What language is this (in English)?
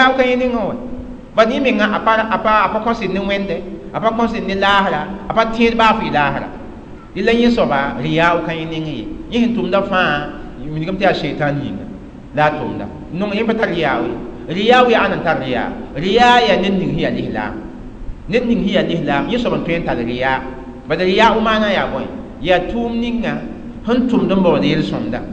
Mossi